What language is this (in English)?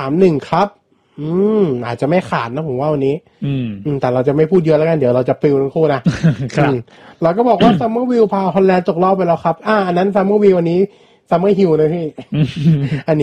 Thai